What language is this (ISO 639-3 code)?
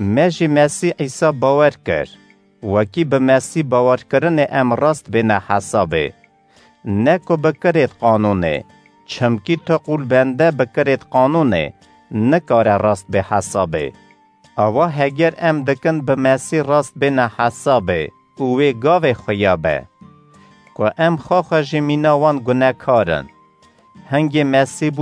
kur